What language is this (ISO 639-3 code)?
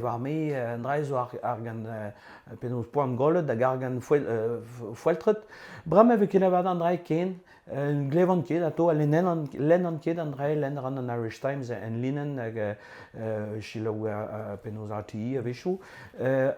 bre